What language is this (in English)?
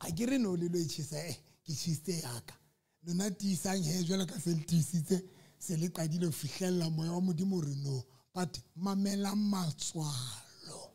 Southern Sotho